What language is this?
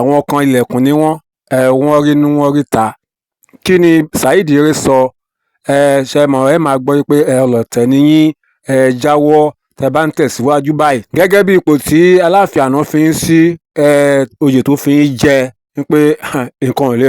Yoruba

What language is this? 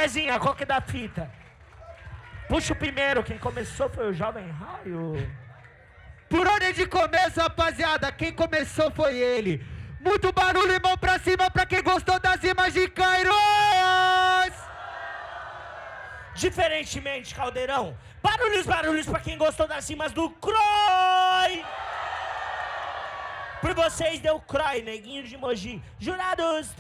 Portuguese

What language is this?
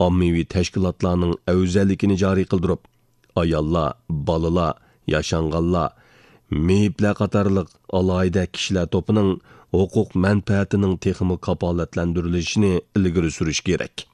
Uyghur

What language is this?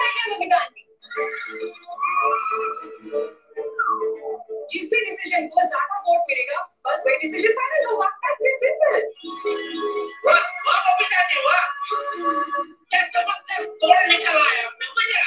Hindi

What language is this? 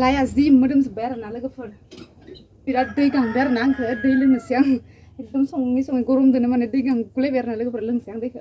Bodo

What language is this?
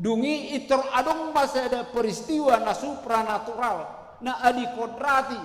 Batak Toba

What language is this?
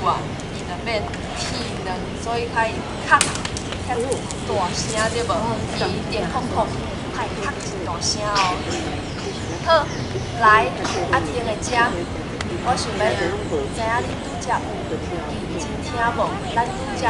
Min Nan Chinese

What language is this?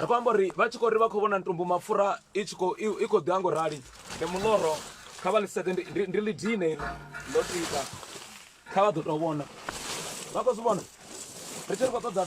Venda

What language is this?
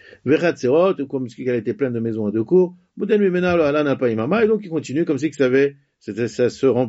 French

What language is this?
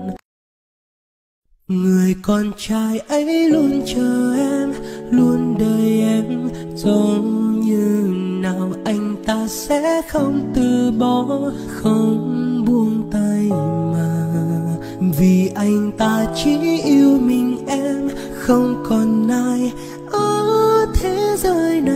Vietnamese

